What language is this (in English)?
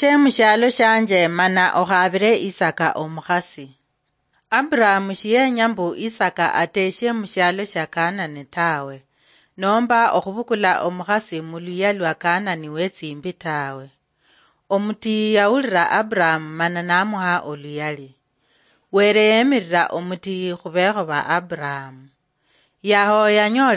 Luyia